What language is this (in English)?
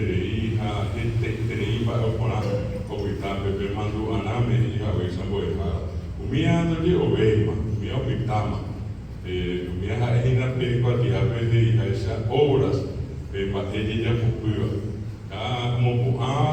Guarani